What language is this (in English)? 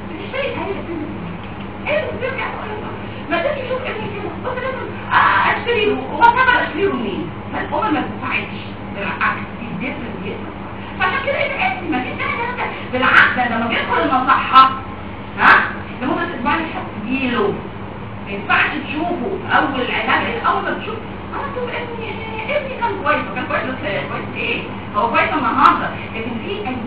Egyptian Arabic